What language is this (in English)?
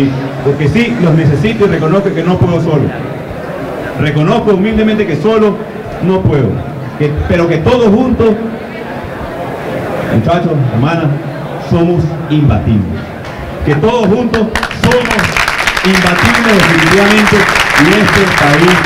Spanish